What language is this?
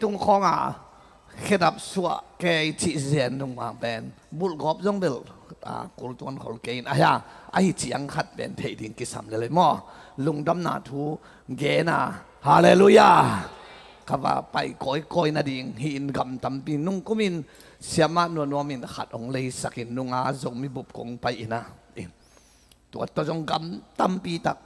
Tedim Chin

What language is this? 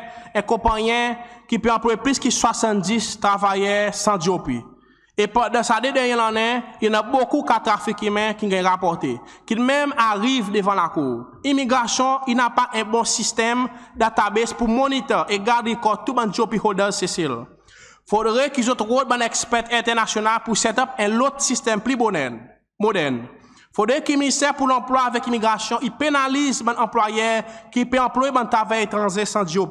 Seselwa Creole French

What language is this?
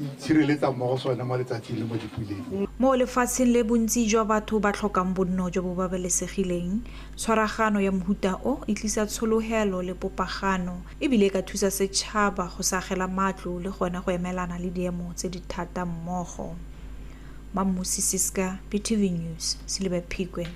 Tswana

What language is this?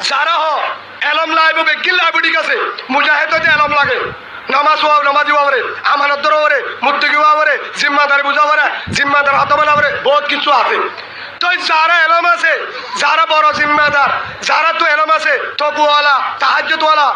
Rohingya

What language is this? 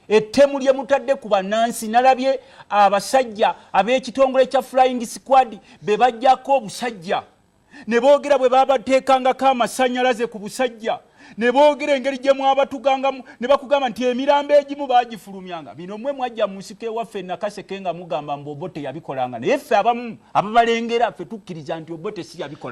Ganda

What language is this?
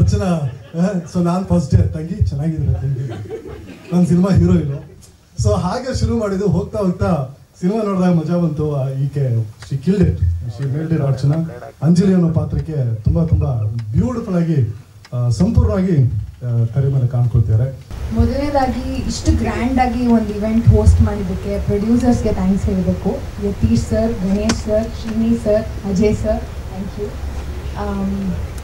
Kannada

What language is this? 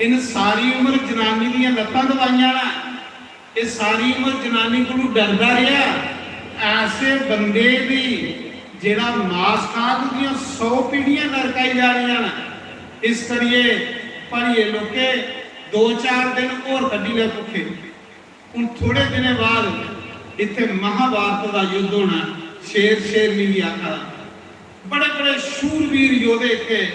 Dogri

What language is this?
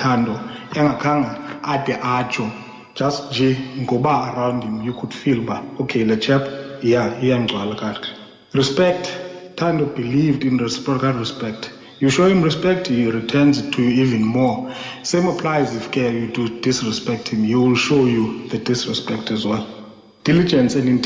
Xhosa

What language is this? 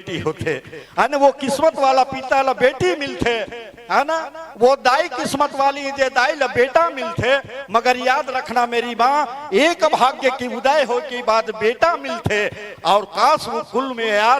Chhattisgarhi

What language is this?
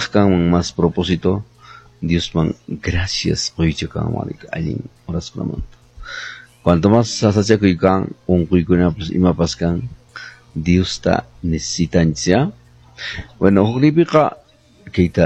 Quechua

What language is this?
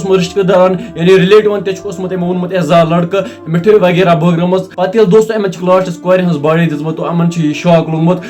Kashmiri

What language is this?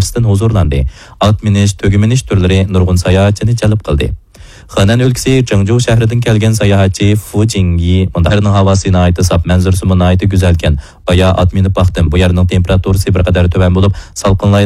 Uyghur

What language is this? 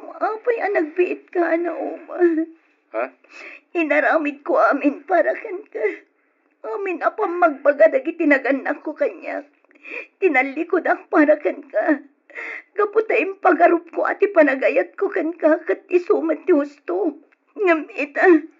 Iloko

